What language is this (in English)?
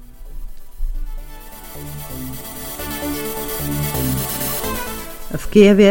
Czech